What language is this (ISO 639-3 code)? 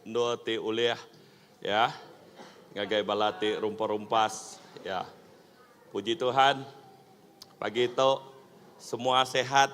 iba